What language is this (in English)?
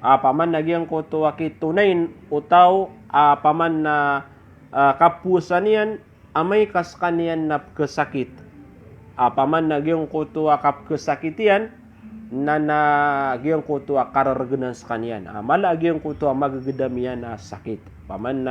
Maranao